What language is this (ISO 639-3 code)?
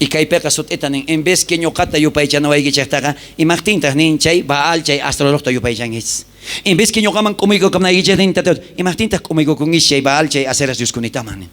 quh